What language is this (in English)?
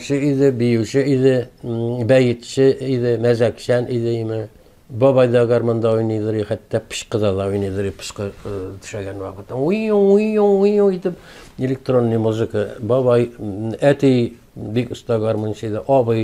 Tatar